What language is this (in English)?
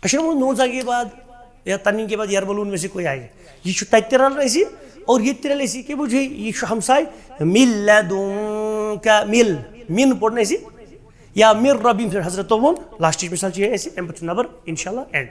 Kashmiri